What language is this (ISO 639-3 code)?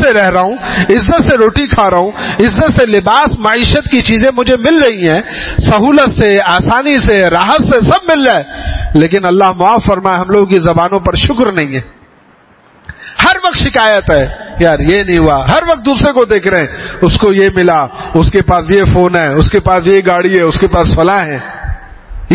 urd